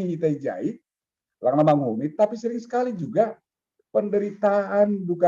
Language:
Batak Simalungun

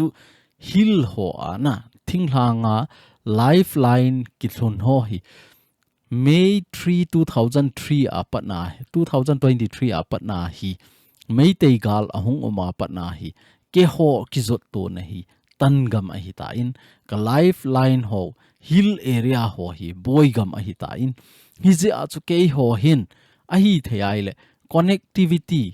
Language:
Thado Chin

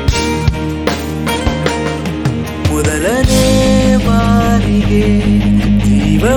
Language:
Kannada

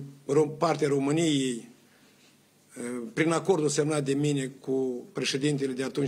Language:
Romanian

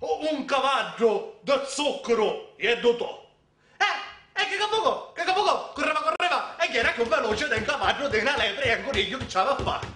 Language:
Sicilian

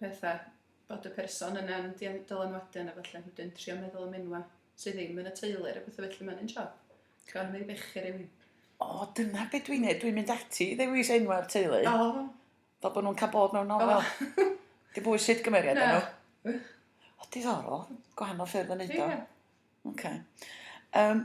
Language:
Welsh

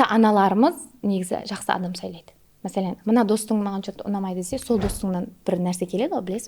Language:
Kara-Kalpak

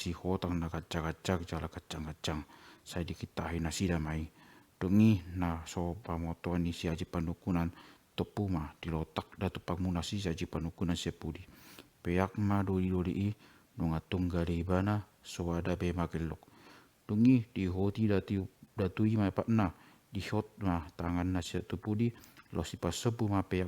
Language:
Batak Toba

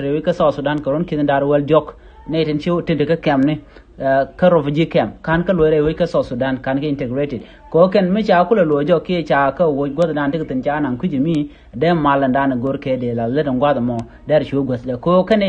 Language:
Nuer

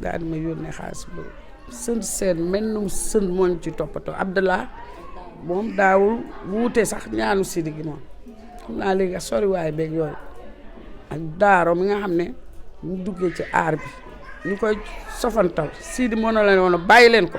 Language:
Wolof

